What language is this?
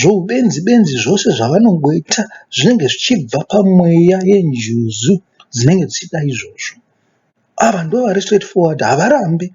Shona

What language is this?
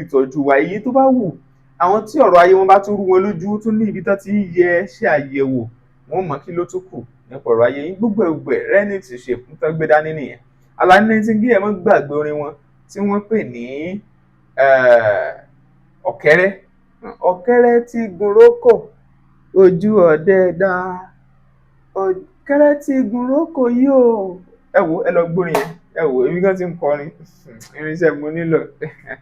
Yoruba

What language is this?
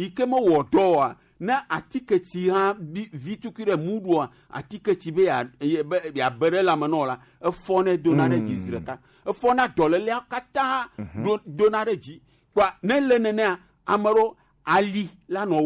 Gen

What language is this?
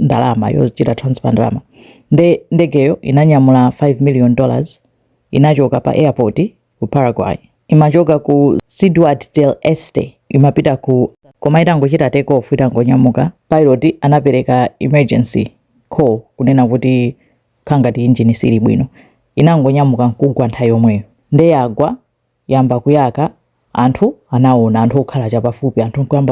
Nyanja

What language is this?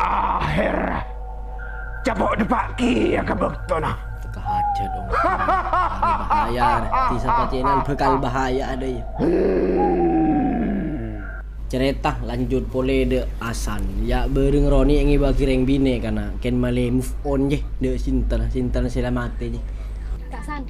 Madurese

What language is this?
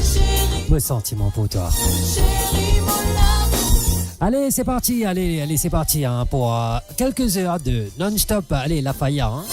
Morisyen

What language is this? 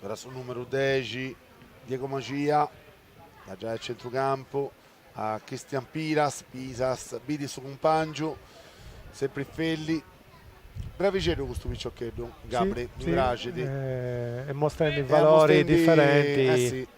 Sardinian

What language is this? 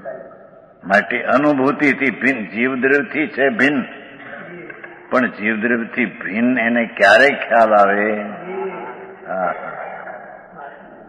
Gujarati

